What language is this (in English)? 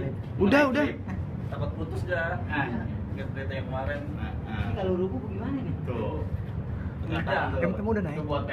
Betawi